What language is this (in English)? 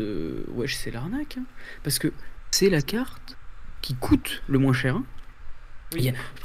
French